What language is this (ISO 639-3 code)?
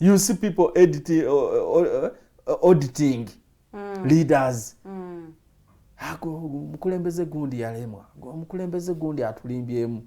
lug